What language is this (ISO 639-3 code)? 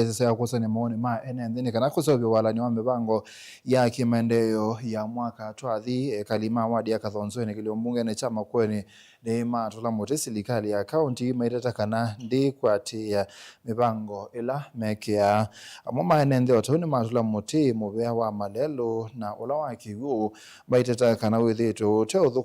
kam